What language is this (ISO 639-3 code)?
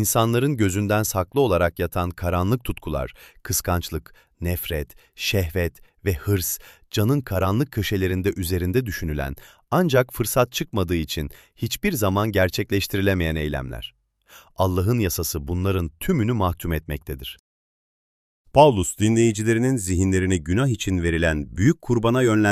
tur